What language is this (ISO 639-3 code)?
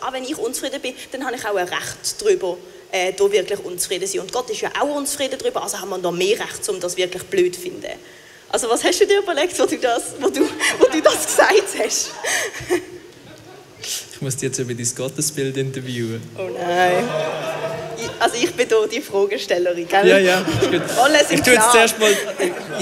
gsw